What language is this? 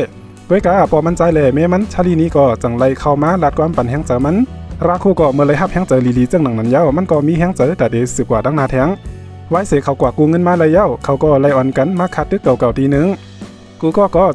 Shan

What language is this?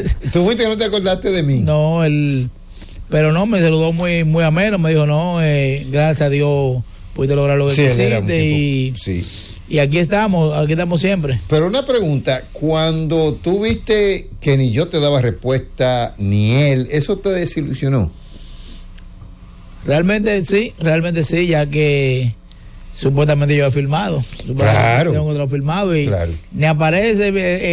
Spanish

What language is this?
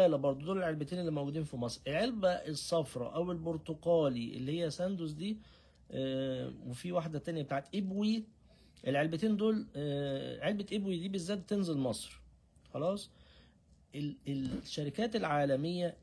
Egyptian Arabic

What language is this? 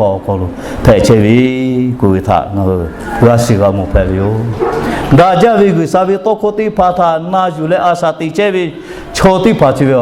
Lahu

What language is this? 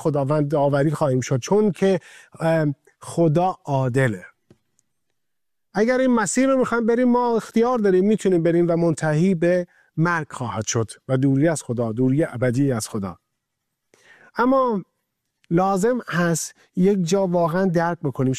Persian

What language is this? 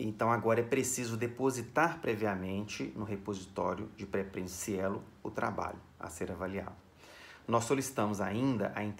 Portuguese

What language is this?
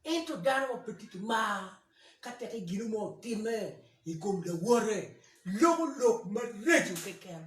Acoli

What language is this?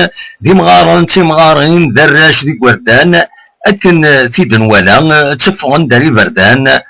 Kabyle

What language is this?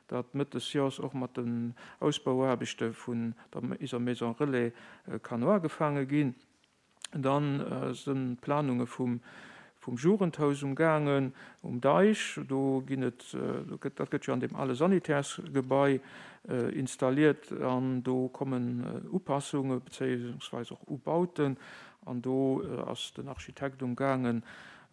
Luxembourgish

